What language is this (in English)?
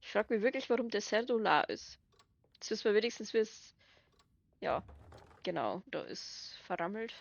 Bavarian